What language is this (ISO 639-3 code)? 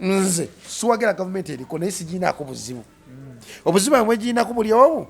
lug